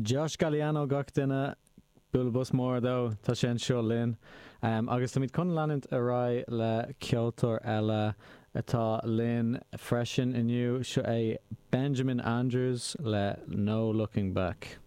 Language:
Irish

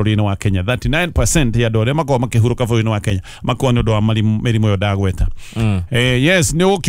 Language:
Kikuyu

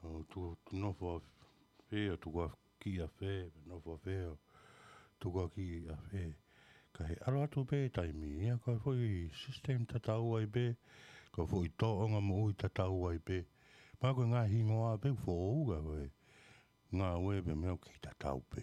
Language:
Tongan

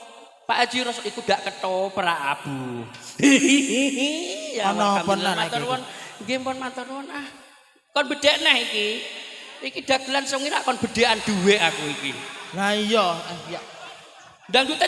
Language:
Javanese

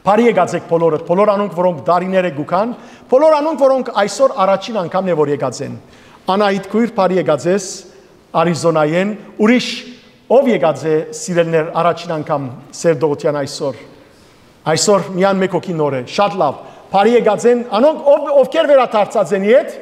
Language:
Western Armenian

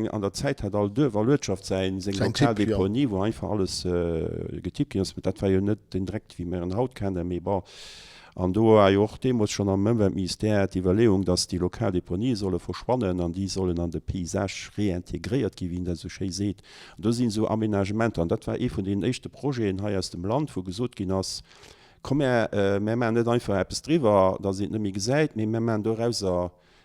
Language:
Luxembourgish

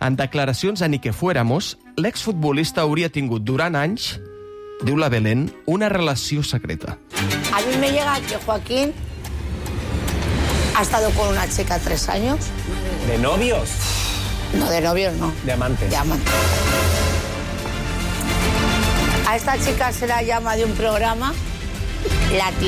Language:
Catalan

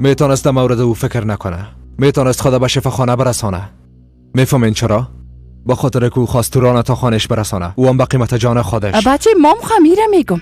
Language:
Persian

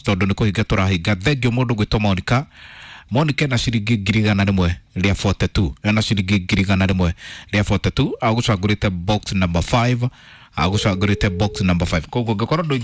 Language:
Kikuyu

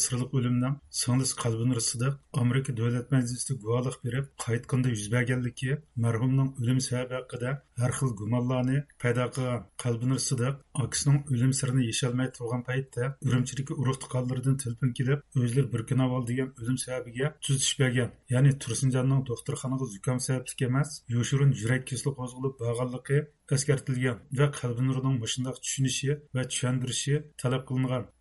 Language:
Uyghur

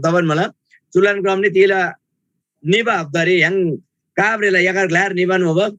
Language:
Eastern Tamang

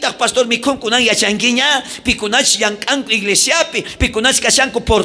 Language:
South Bolivian Quechua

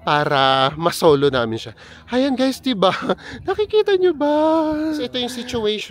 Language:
Filipino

